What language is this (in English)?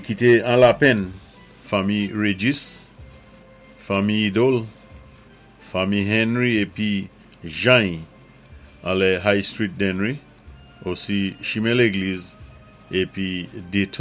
Saint Lucian Creole French